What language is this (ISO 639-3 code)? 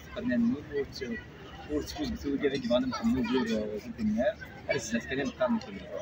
kab